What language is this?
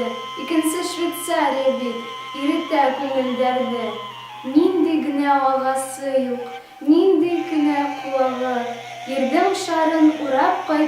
Bashkir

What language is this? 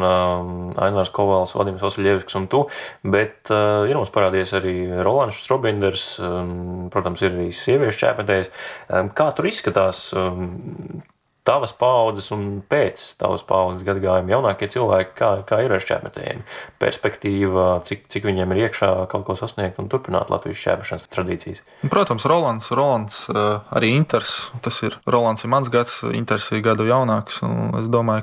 Latvian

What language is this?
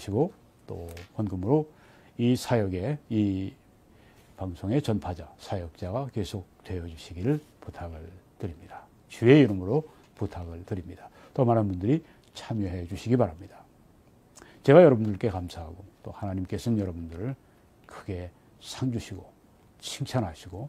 Korean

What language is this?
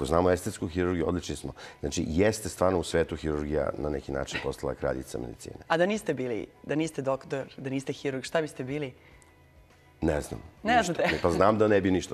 Serbian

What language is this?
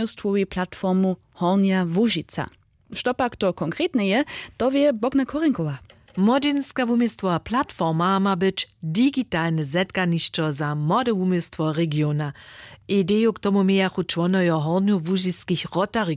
Upper Sorbian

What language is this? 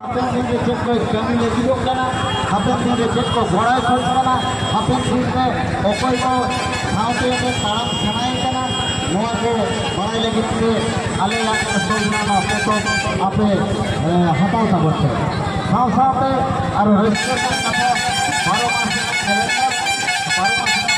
Santali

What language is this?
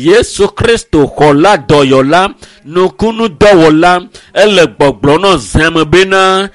Ewe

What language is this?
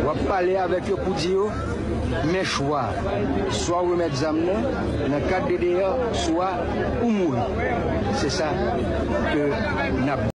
Haitian Creole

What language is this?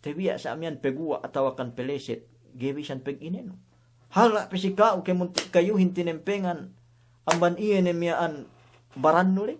Yakan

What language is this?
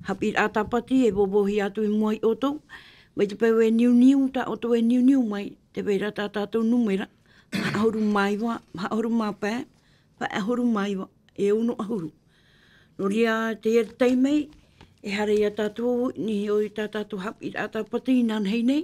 Tahitian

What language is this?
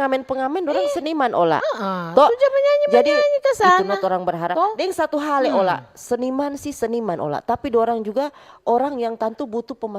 Manado Malay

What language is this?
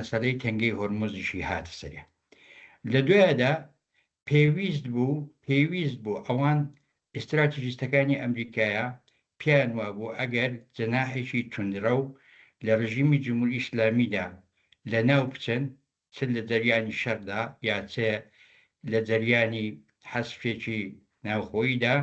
Central Kurdish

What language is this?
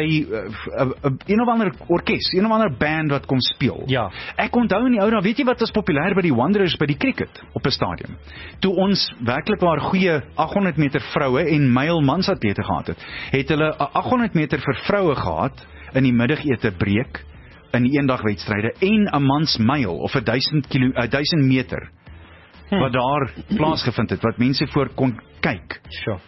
Afrikaans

